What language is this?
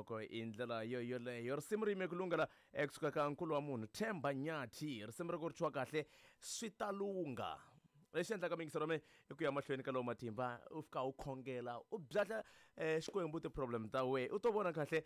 Tsonga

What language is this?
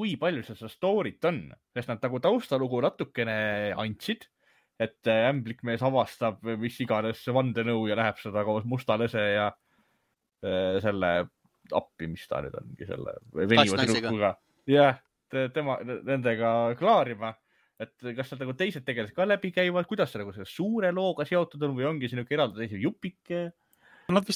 Estonian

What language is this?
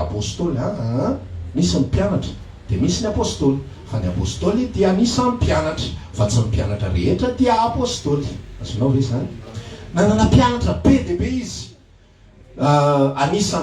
Malagasy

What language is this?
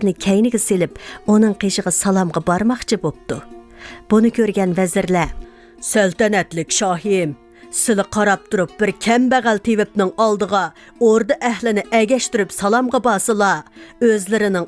Uyghur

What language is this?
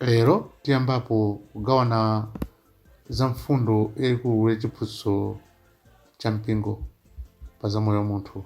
Nyanja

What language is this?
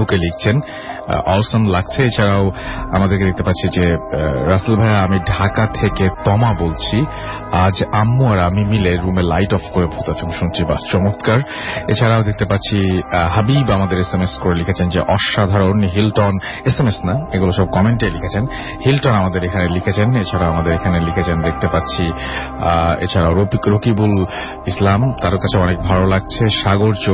Bangla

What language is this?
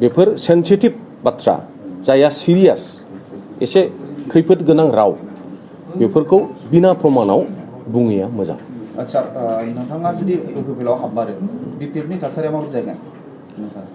Bodo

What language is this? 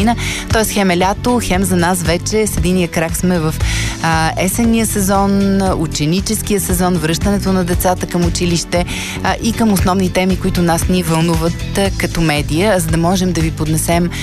Bulgarian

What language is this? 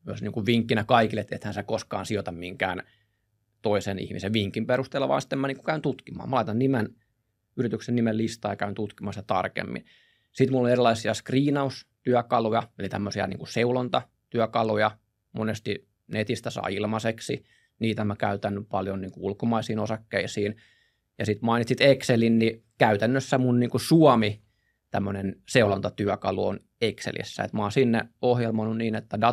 Finnish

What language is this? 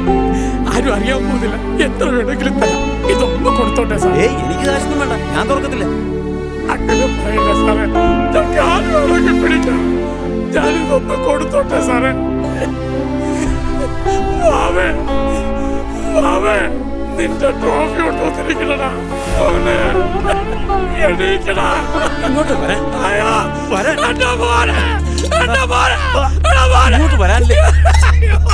Malayalam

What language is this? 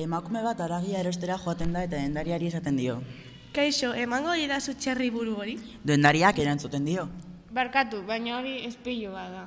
Basque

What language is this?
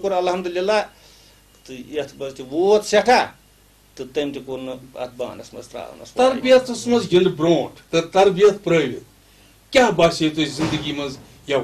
Kashmiri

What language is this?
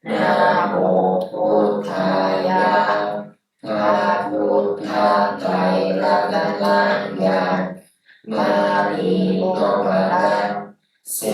Pali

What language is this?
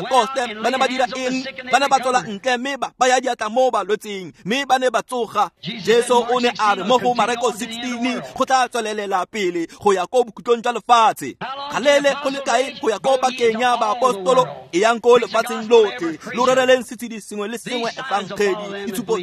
Tswana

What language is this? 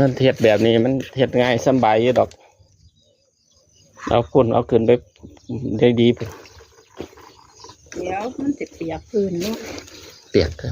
Lao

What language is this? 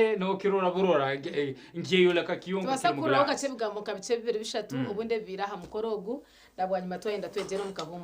Nyankole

